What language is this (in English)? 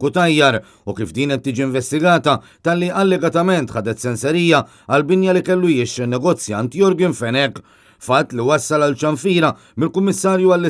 Maltese